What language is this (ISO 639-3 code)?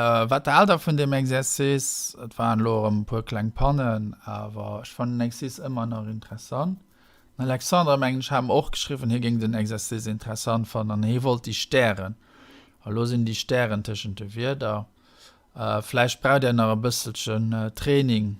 ltz